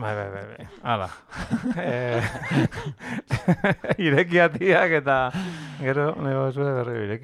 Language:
Basque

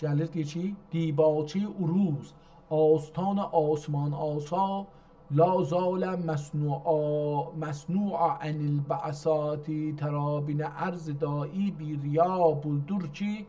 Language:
South Azerbaijani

